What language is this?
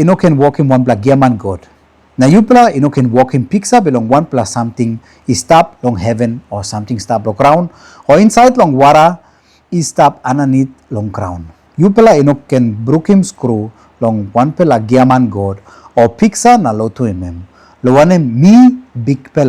Tok Pisin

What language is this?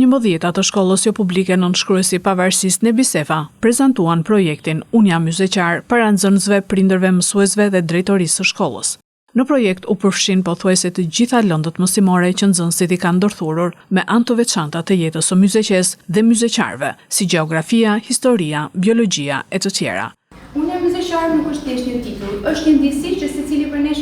Albanian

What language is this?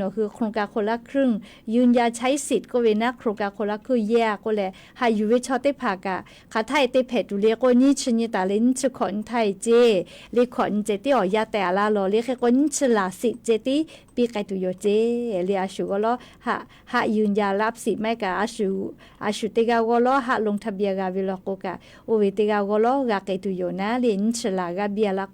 Lahu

